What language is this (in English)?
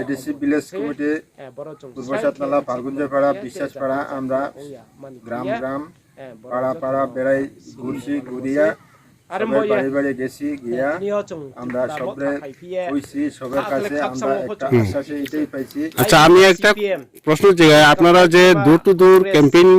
Riang (India)